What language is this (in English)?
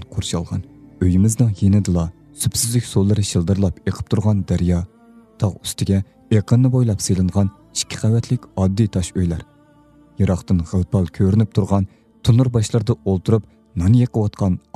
Uyghur